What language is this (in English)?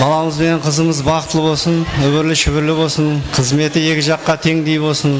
Kara-Kalpak